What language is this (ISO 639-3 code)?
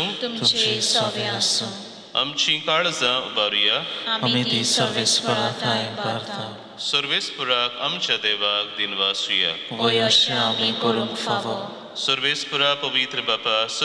kok